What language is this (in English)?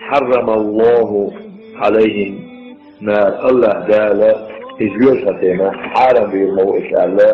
Chechen